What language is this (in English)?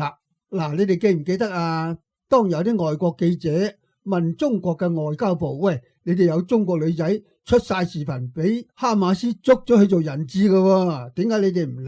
Cantonese